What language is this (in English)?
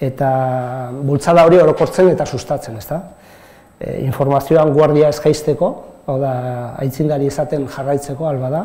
Basque